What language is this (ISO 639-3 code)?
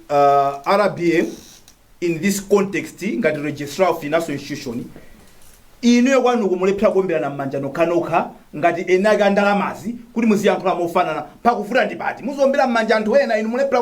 nya